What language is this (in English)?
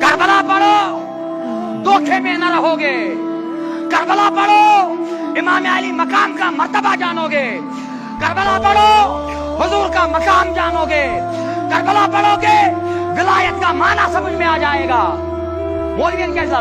Kashmiri